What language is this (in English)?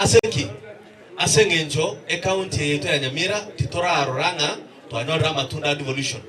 Gusii